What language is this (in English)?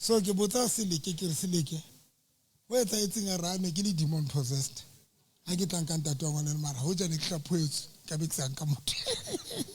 Southern Sotho